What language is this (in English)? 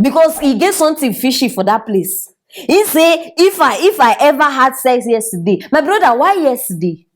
Nigerian Pidgin